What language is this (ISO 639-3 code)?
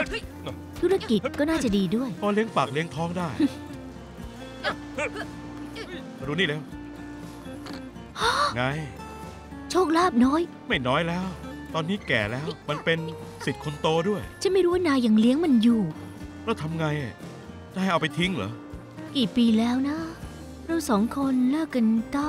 tha